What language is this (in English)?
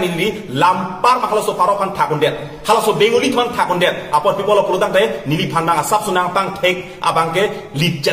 Karbi